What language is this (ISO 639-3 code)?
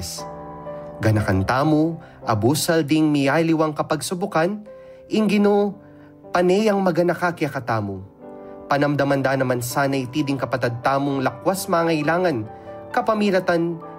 pam